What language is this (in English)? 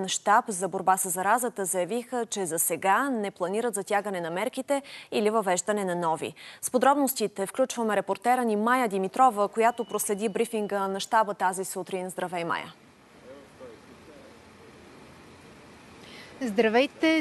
Bulgarian